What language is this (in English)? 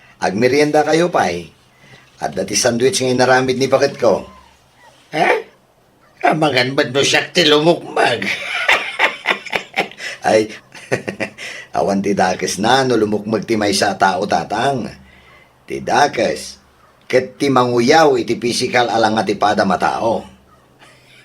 Iloko